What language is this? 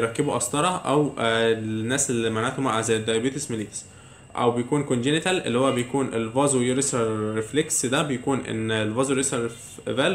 Egyptian Arabic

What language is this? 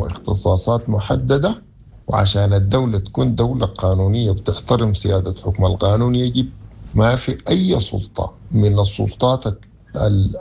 Sudanese Arabic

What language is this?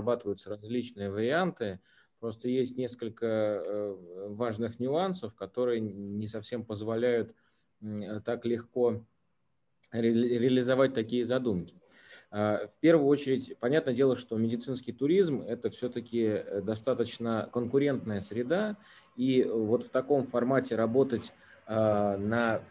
Russian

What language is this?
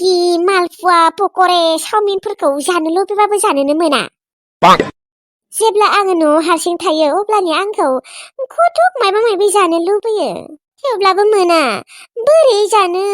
Bodo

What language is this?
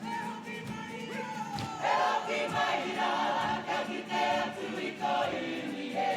Māori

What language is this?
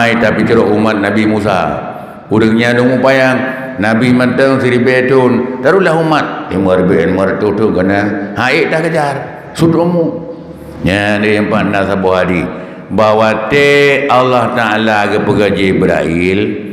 Achinese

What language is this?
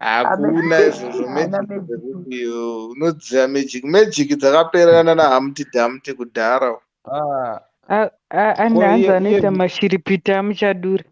Shona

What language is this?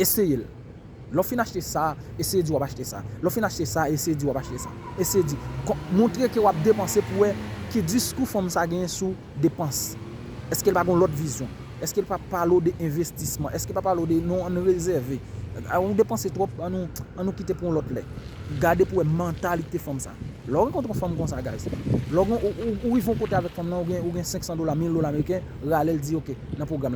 Haitian Creole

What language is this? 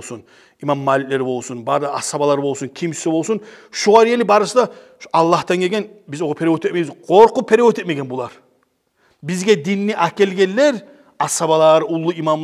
Kumyk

